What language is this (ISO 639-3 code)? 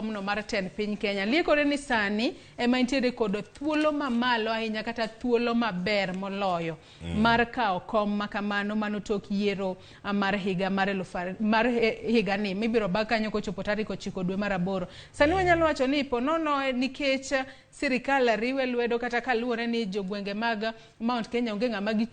luo